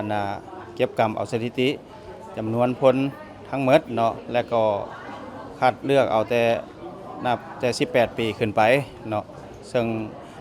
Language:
Lao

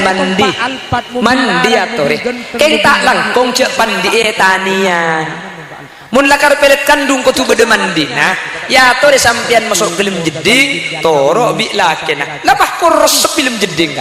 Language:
Madurese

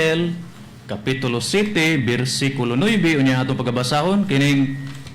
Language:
Cebuano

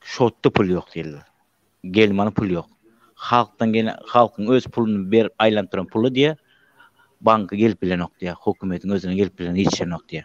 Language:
Turkmen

